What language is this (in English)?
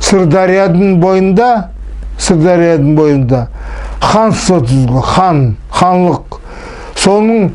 Nogai